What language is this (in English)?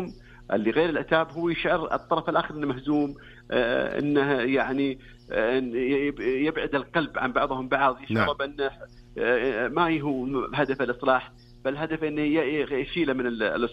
Najdi Arabic